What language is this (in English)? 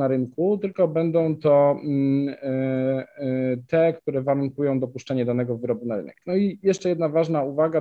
Polish